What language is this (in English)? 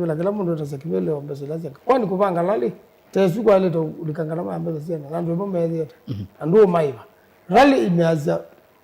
Kamba